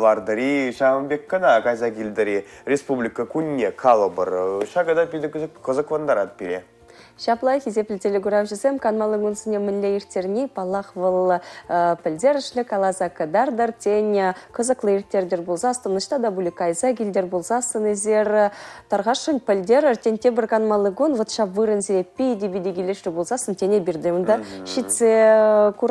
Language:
Chuvash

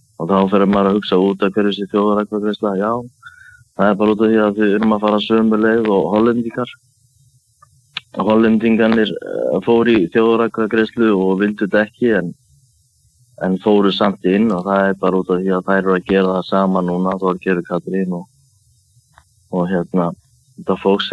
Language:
Icelandic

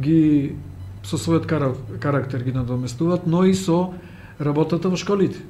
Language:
Macedonian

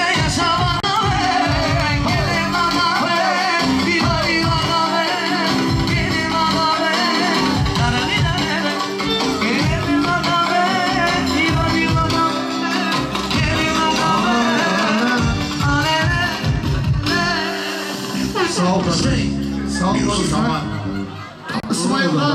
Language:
Turkish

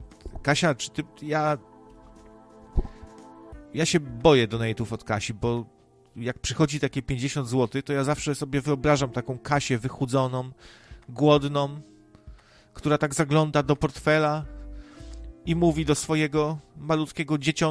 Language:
Polish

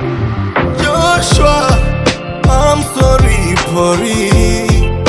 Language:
Kinyarwanda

